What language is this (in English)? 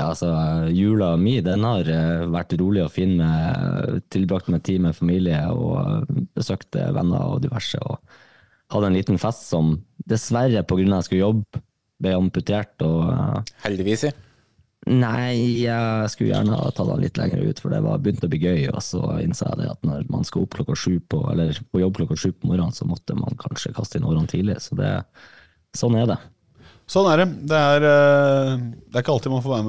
Norwegian